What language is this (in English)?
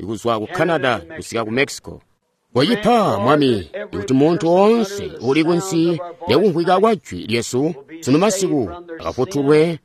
Tonga (Zambia)